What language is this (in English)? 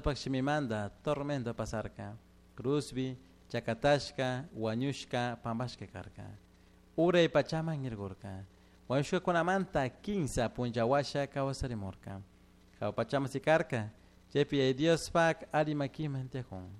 Chimborazo Highland Quichua